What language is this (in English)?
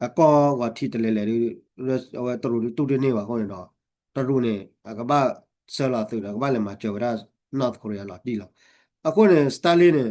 S'gaw Karen